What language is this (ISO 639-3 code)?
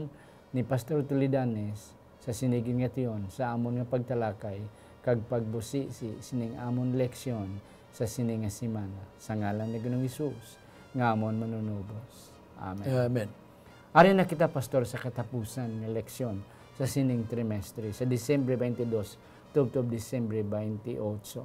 hil